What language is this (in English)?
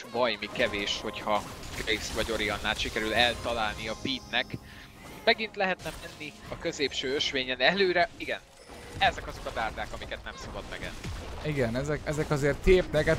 Hungarian